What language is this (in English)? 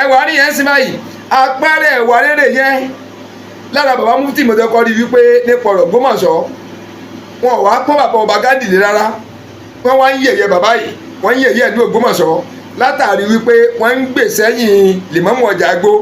Yoruba